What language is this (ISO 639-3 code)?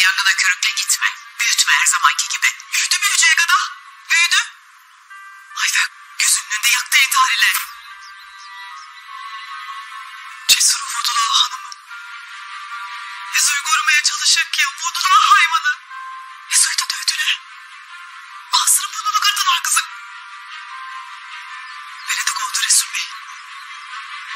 tur